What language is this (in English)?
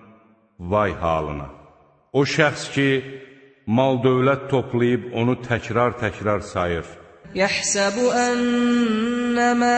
Azerbaijani